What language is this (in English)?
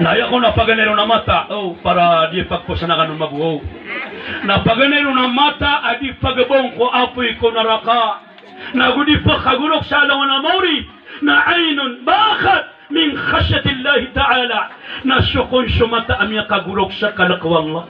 Maranao